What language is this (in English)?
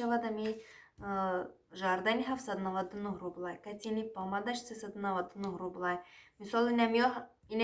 Tajik